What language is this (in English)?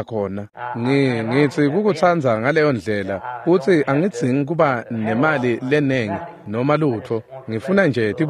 Swati